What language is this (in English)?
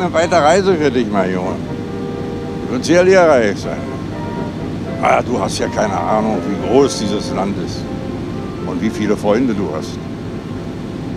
German